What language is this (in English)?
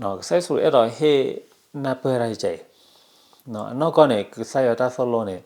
S'gaw Karen